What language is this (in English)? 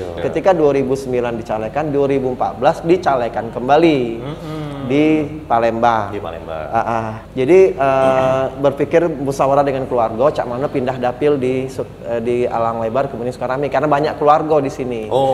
Musi